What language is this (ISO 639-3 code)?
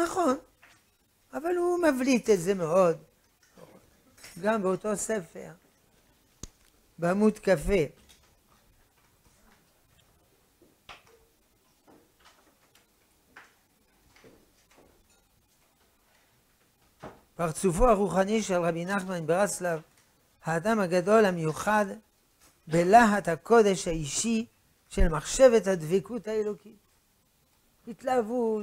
heb